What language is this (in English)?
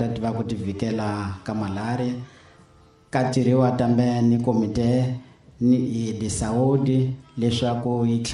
Tsonga